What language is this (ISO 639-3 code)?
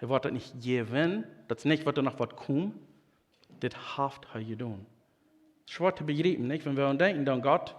pdt